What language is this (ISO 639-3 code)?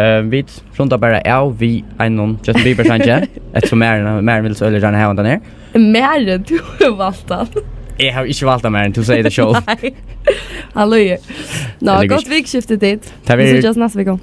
fao